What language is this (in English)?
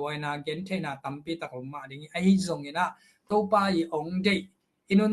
Tedim Chin